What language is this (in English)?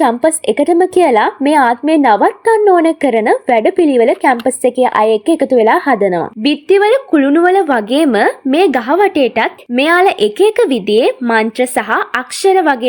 Sinhala